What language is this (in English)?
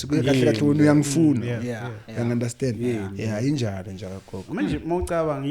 Zulu